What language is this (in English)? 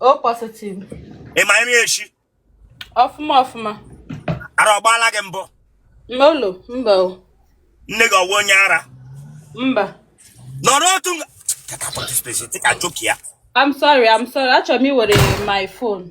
Igbo